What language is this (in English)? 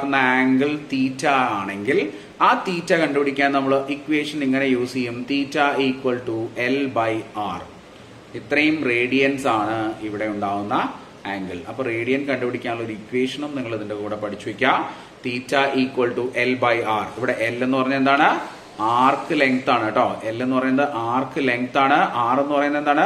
Malayalam